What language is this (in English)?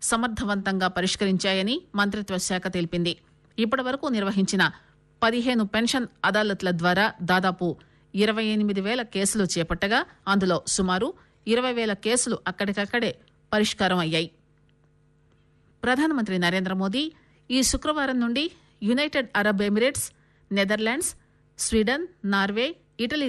Telugu